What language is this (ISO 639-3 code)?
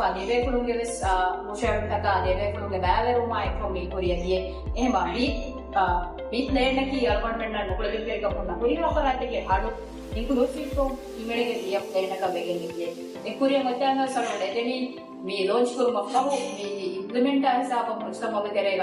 div